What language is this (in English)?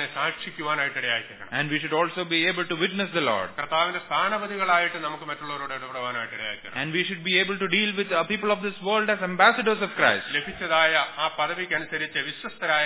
Malayalam